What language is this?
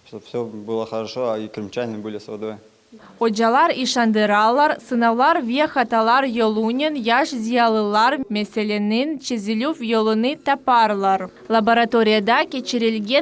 Crimean Tatar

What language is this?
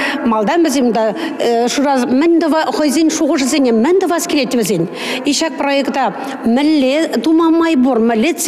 Chuvash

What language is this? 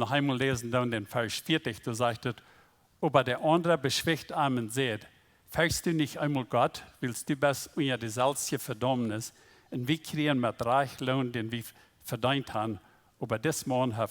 Plautdietsch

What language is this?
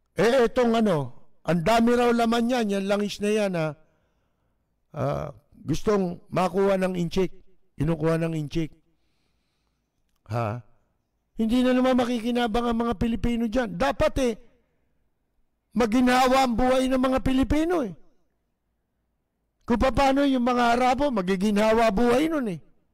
Filipino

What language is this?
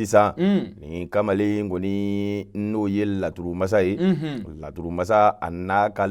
Bambara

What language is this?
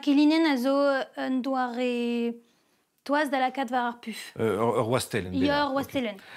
Breton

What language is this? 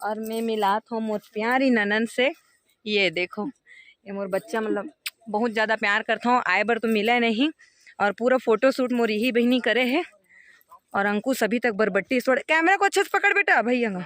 Chhattisgarhi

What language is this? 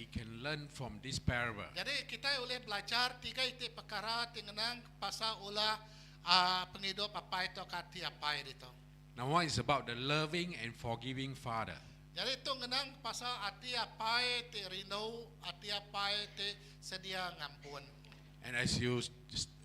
Iban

